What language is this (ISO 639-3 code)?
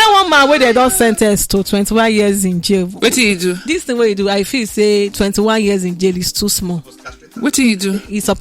pcm